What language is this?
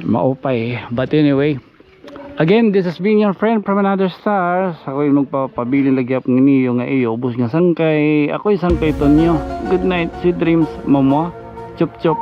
Waray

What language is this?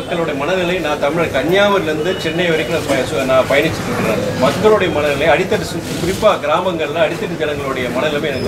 Tamil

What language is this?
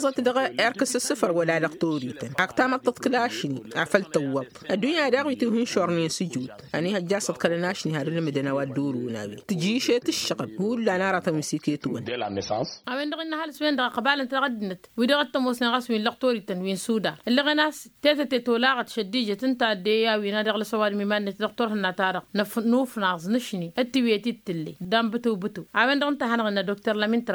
Tamasheq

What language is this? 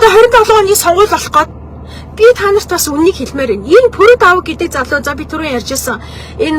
Mongolian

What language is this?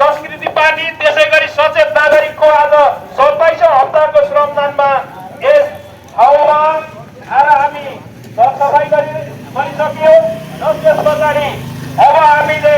Nepali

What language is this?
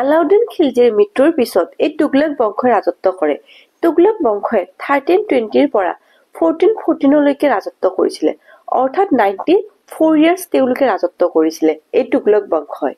Assamese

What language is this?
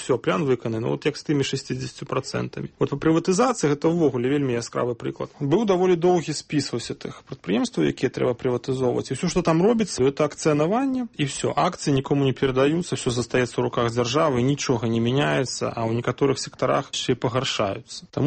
Belarusian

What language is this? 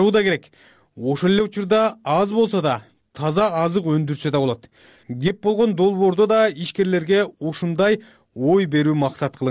Kyrgyz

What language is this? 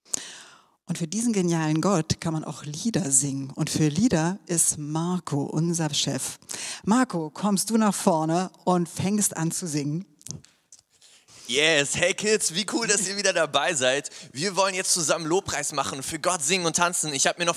German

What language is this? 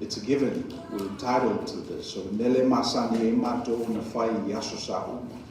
Samoan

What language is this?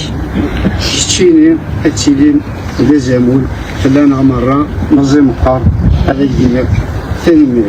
Kabyle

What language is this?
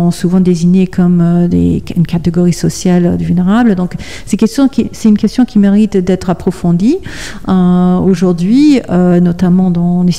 French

